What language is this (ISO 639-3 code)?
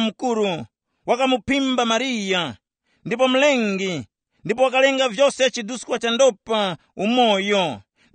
tum